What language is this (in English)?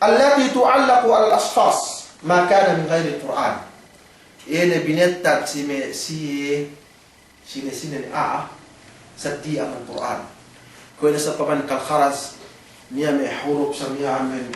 Yakan